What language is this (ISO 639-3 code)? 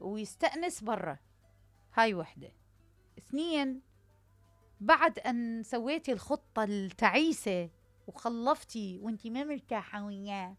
acm